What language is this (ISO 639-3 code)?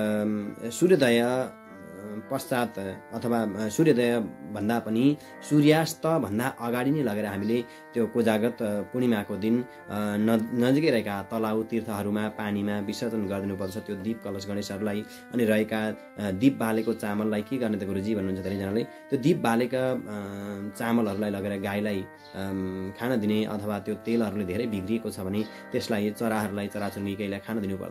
nep